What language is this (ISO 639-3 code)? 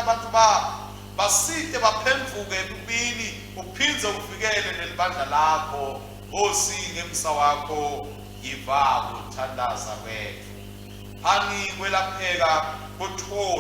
ssw